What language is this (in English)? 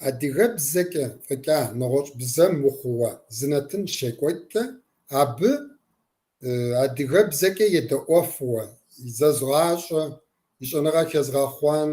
Kabardian